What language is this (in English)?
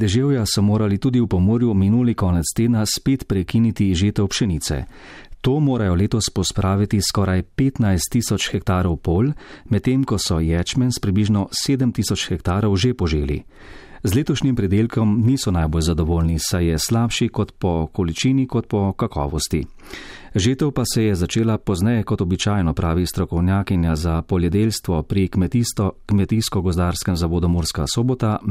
Slovenian